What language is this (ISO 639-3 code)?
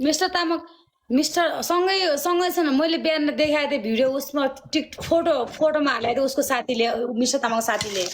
nep